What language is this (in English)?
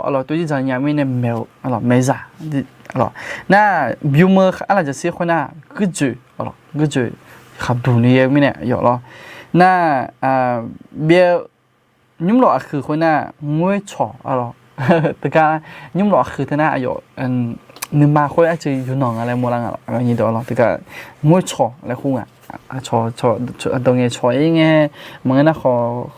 Akha